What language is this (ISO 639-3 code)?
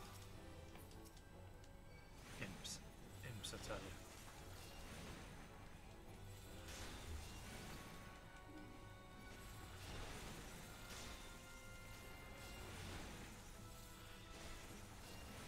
eng